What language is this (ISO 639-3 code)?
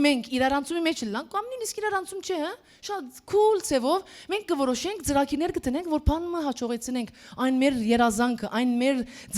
hyw